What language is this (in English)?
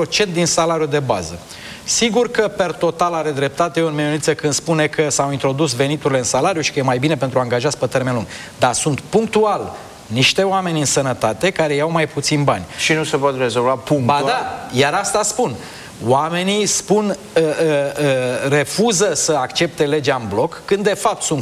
Romanian